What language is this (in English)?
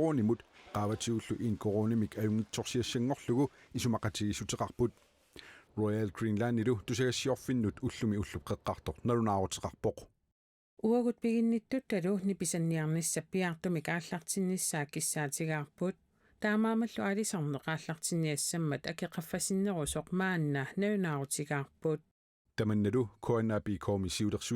Kalaallisut